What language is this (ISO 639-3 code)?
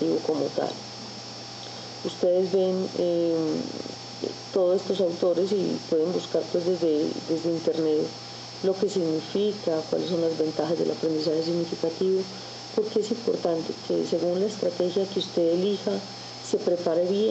spa